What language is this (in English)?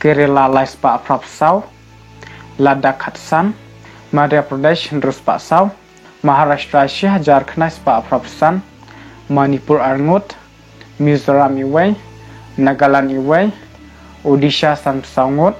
Khasi